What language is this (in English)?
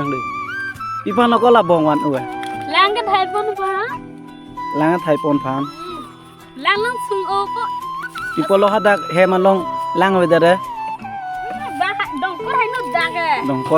Karbi